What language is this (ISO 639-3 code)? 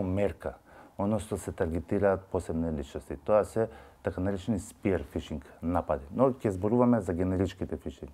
mkd